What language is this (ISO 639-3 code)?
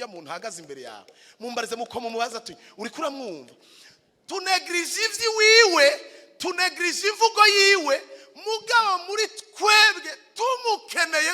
run